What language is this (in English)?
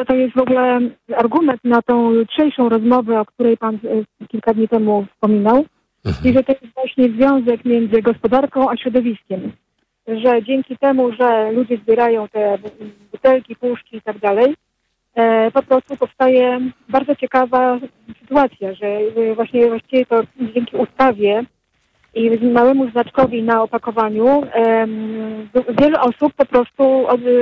Polish